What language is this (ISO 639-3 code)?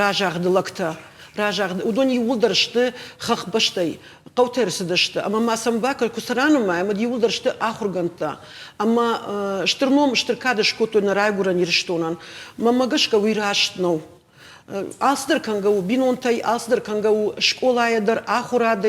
oss